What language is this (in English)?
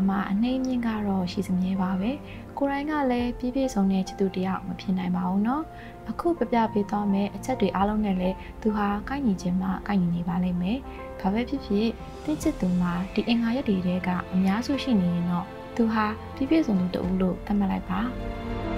Burmese